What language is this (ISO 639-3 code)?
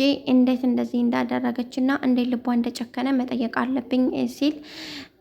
amh